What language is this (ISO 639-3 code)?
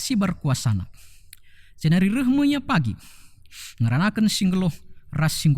btx